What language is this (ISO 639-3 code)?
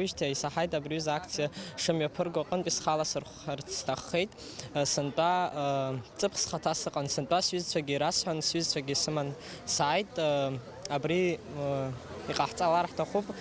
abk